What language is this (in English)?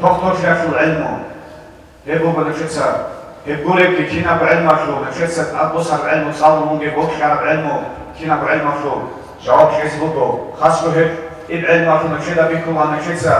Avaric